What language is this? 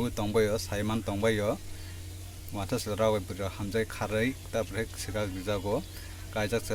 Kok Borok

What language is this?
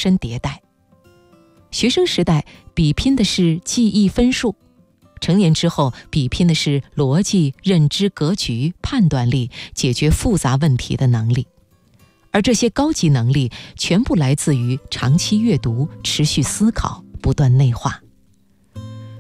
Chinese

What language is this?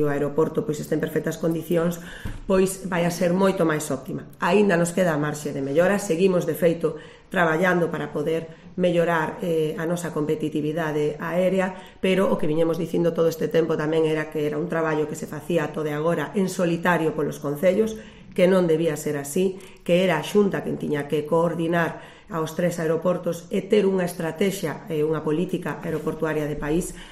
Galician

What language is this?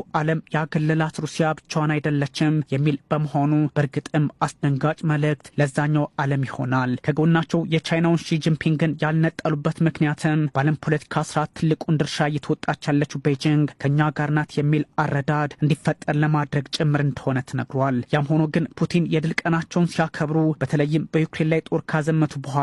Amharic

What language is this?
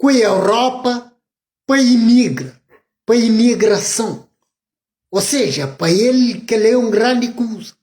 Kabuverdianu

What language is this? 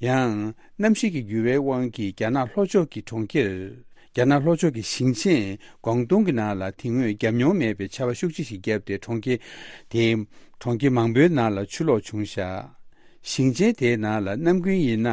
Tibetan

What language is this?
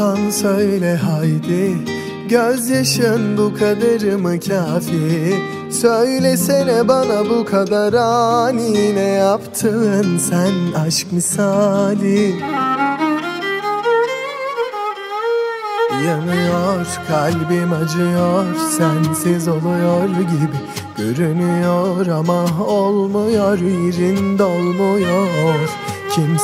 Turkish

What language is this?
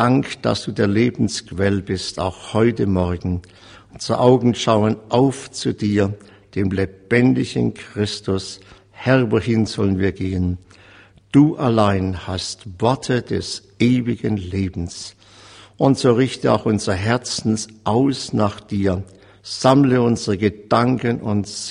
German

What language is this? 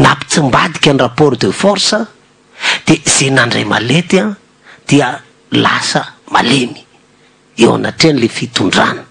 Malagasy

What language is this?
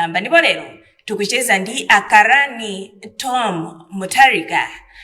Nyanja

